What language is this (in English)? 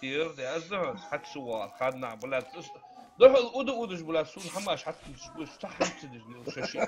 Ingush